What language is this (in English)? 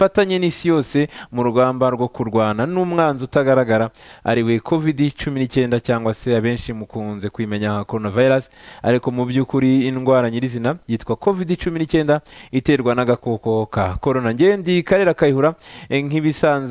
Kinyarwanda